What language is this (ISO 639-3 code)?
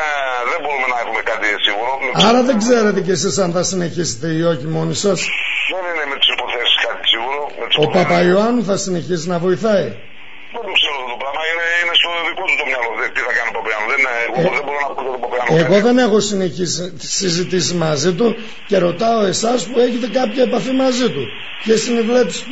ell